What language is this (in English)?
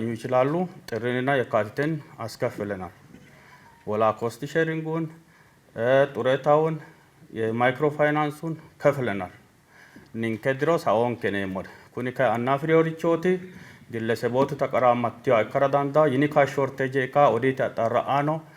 Sidamo